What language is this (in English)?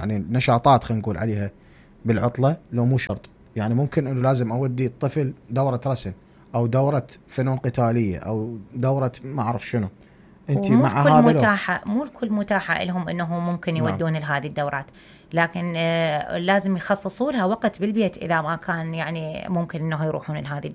Mesopotamian Arabic